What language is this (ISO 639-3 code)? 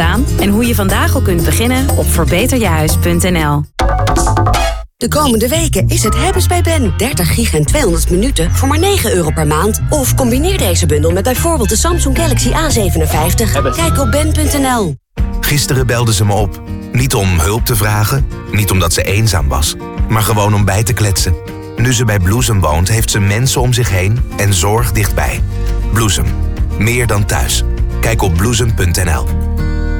nld